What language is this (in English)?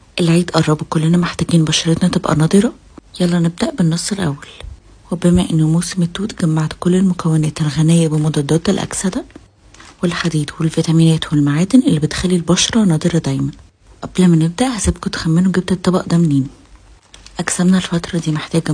Egyptian Arabic